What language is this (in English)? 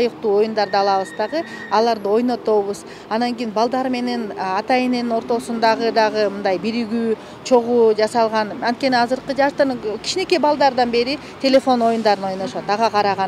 Kyrgyz